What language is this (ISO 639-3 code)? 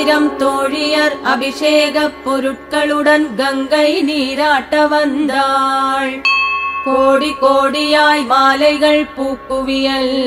tam